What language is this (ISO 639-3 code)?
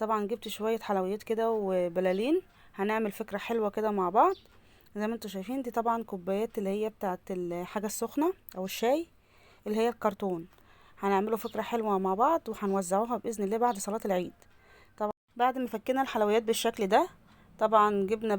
arz